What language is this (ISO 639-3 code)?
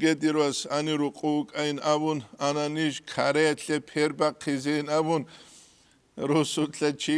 ava